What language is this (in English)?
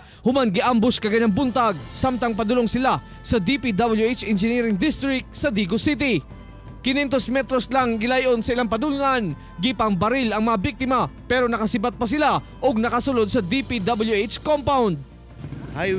Cebuano